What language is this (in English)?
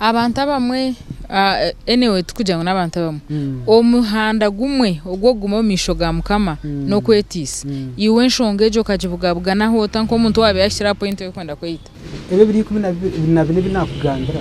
Nyankole